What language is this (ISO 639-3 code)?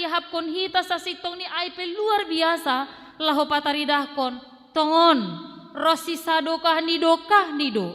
bts